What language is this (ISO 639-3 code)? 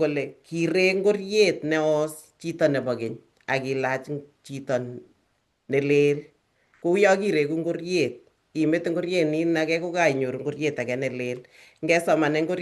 kln